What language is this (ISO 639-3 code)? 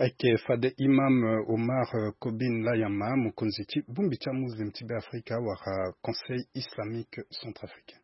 sag